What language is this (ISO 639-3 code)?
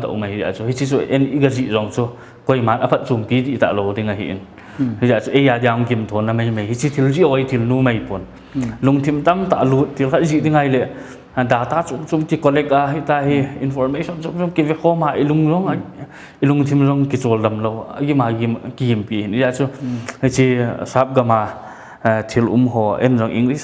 pck